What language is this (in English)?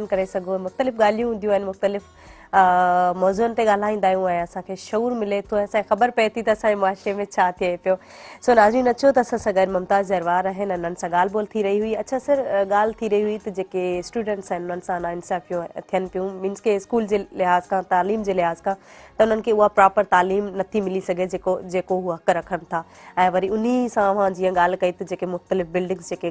Sindhi